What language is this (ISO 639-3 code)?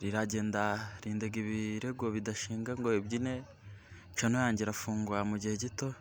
kin